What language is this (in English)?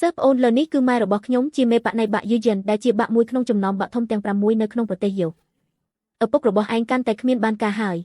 Khmer